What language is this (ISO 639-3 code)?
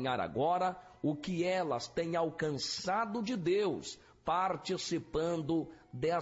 por